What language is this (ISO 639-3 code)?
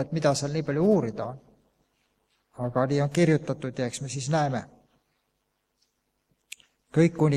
est